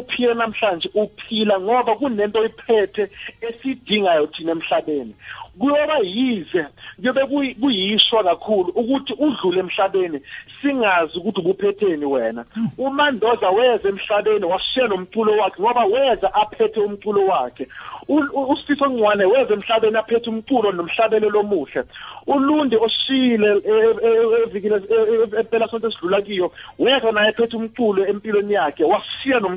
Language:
South Ndebele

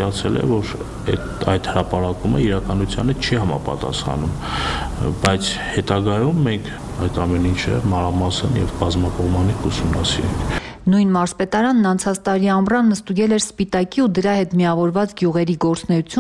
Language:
Armenian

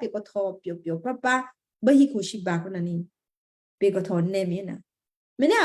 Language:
Western Kayah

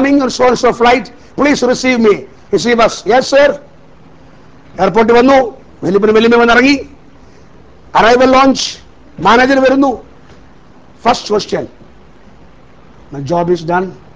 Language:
Malayalam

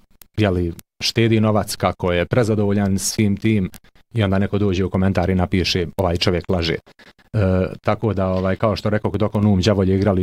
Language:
Bosnian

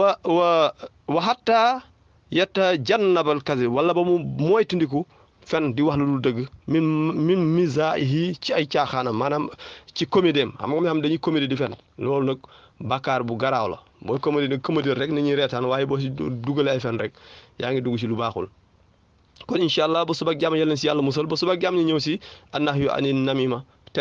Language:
Wolof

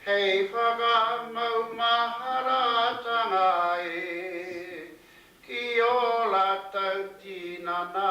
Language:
Māori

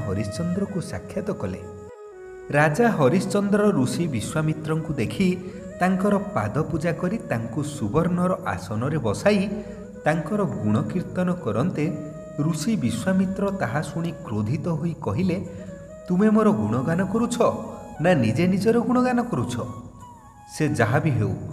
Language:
Odia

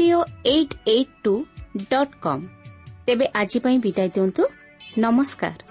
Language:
Odia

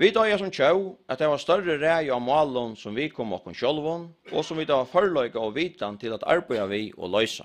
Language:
Faroese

